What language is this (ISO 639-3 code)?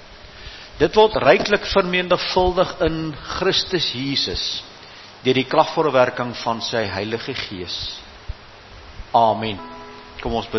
afr